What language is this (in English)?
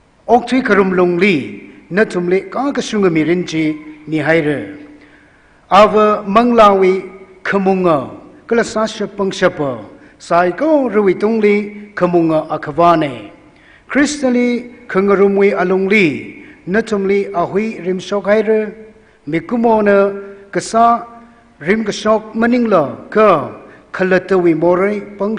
Tangkhul Naga (India)